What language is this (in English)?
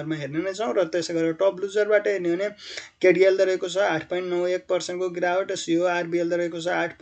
Nepali